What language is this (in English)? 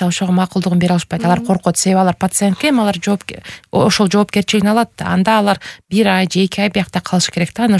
Kyrgyz